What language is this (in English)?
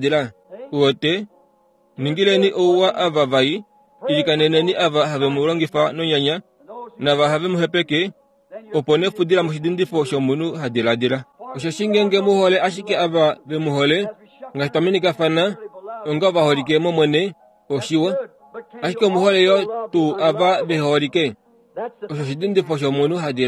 Kuanyama